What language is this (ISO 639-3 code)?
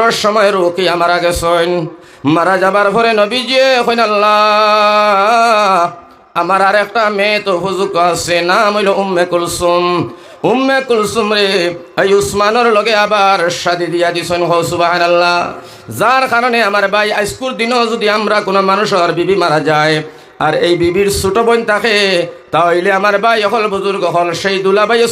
syl